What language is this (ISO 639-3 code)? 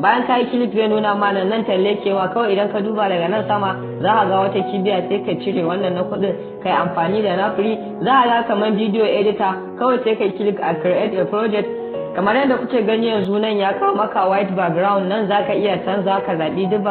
hau